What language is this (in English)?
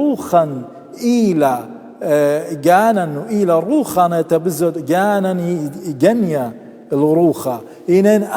Assyrian Neo-Aramaic